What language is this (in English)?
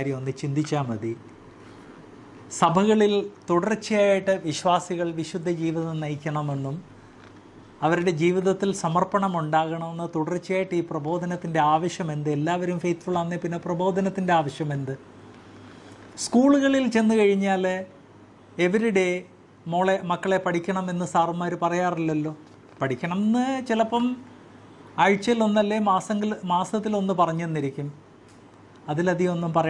Malayalam